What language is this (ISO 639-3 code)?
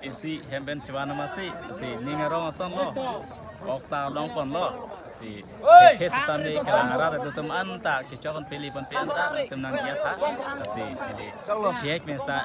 mjw